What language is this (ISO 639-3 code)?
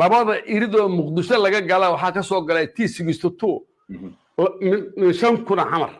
som